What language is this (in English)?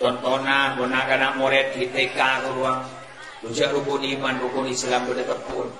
Madurese